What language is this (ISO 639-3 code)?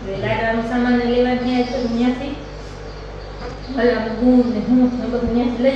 guj